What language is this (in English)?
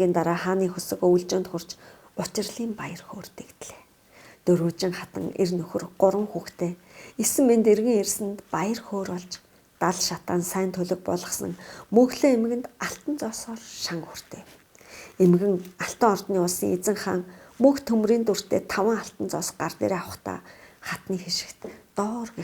Mongolian